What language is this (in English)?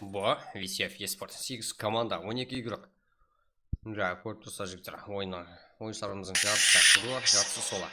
Kara-Kalpak